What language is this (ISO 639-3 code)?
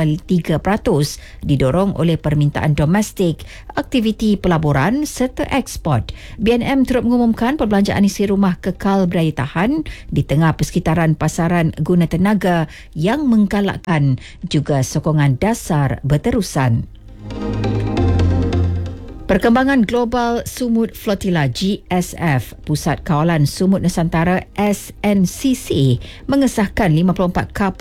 msa